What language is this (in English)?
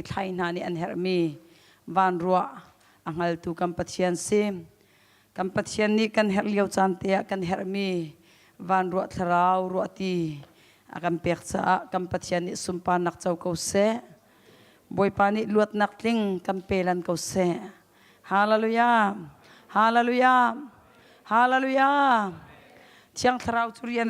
Hakha Chin